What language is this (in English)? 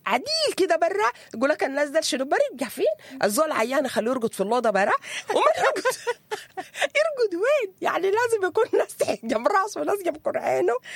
Sudanese Arabic